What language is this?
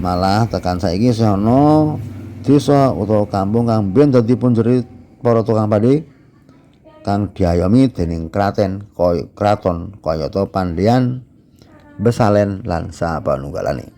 Javanese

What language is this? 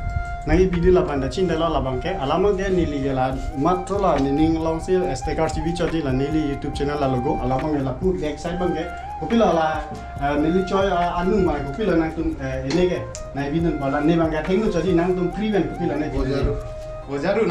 Karbi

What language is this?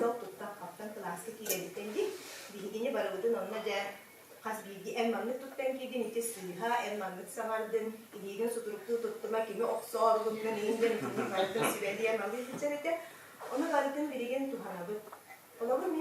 Yakut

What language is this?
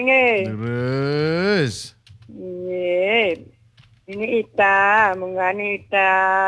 Balinese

